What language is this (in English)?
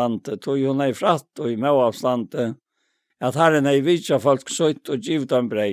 Faroese